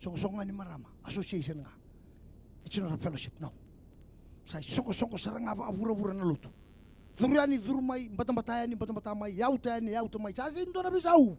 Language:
Fijian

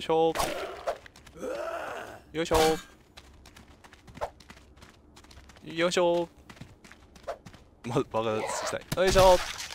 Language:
Japanese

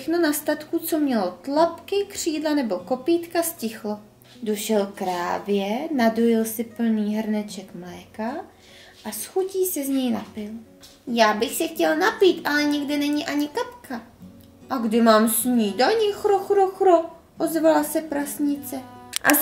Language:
Czech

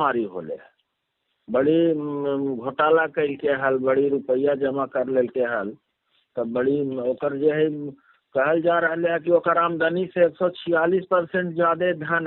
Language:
Magahi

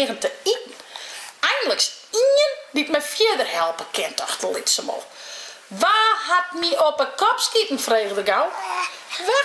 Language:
Western Frisian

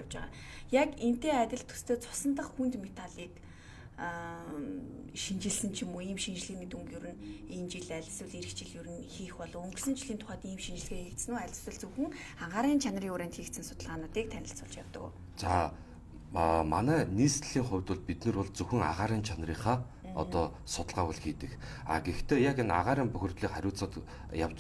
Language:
Mongolian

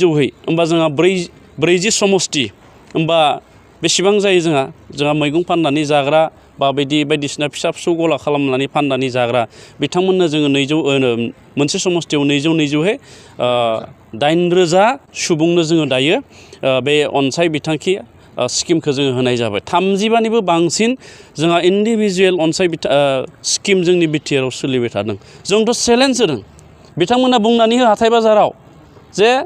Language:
Bodo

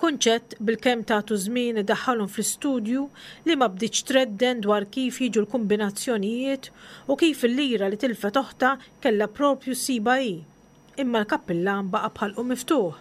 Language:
Maltese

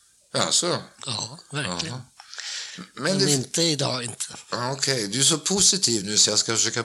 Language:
Swedish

